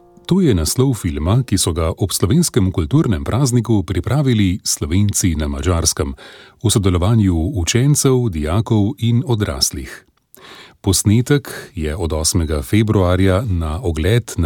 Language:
Slovenian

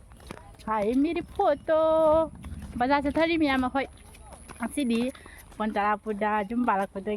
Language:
Manipuri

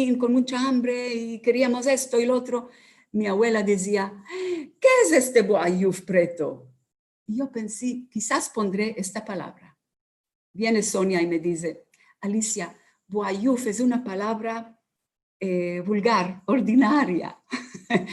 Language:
Ladino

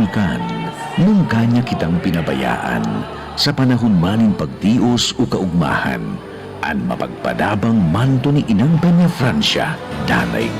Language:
Bikol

